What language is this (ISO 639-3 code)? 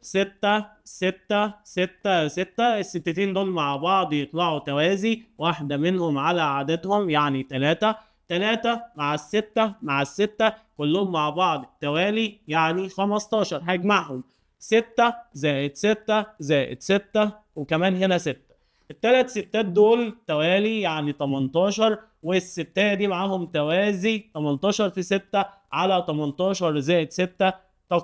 arz